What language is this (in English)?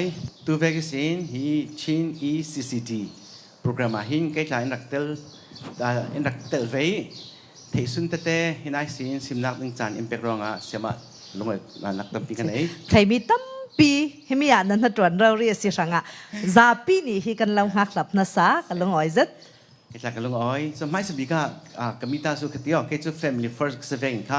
Falam Chin